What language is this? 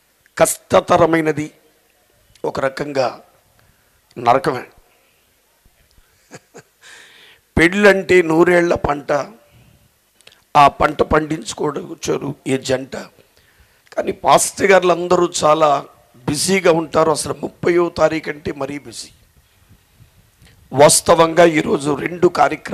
Telugu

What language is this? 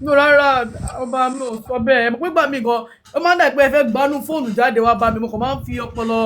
Yoruba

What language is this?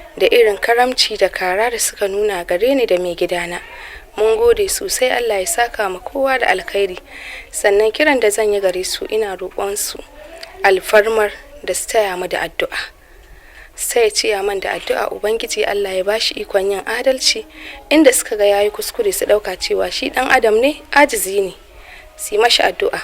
Hausa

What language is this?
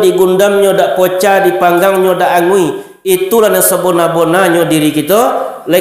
Minangkabau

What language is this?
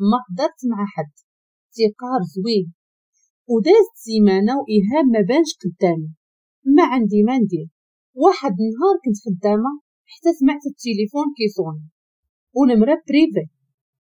Moroccan Arabic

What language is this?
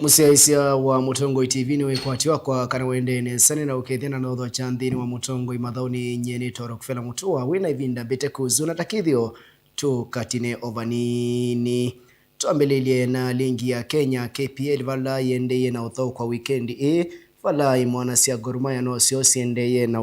Kamba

